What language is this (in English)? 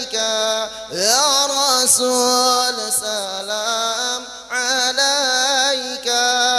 Banjar